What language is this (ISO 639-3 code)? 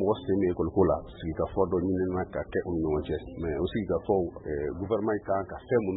bam